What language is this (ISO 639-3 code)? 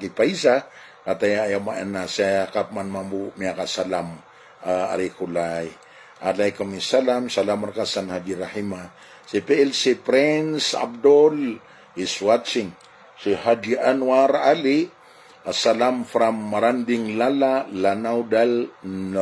mrw